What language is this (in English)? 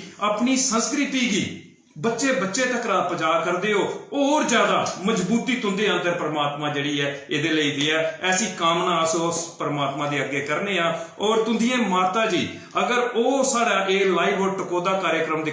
Dogri